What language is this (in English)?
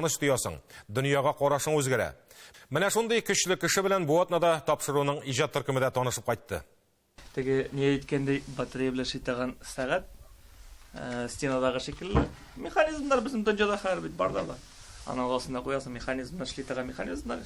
Tatar